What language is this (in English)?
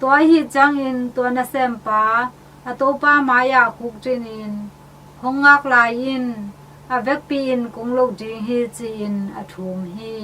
Tedim Chin